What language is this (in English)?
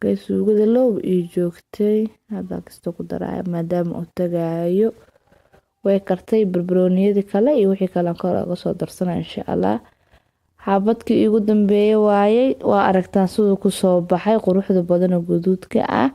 Somali